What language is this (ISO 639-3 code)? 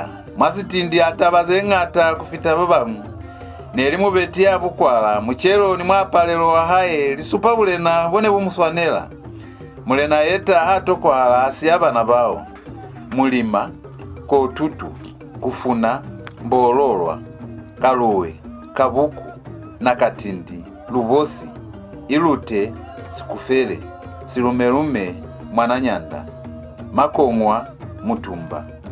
loz